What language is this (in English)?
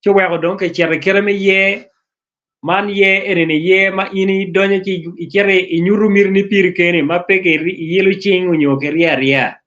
Acoli